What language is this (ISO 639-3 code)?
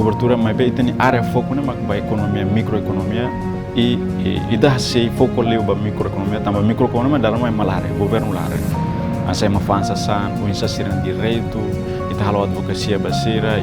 tet